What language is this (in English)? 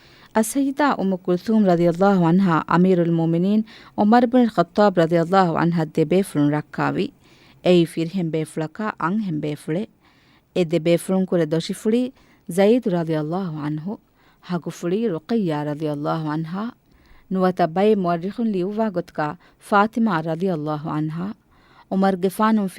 Divehi